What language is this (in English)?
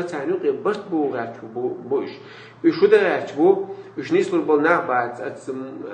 Chechen